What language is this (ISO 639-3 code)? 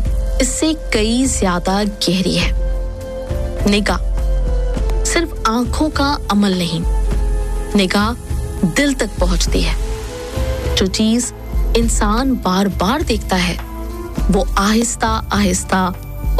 urd